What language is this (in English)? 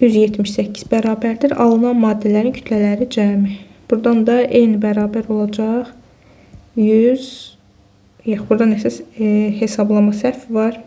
Azerbaijani